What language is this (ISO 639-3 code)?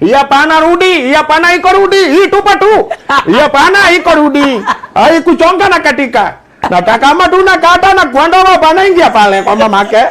kik